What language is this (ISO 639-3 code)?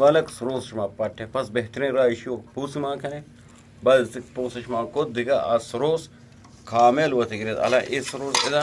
bgp